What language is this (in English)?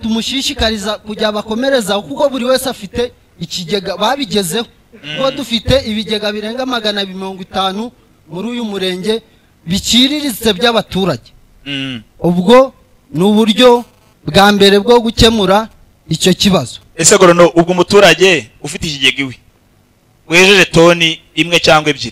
Kinyarwanda